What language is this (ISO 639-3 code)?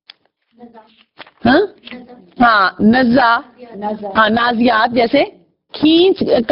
urd